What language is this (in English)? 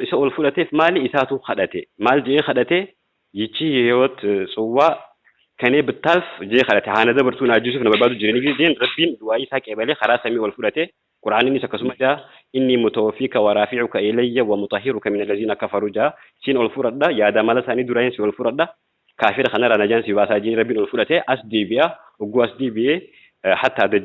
Oromo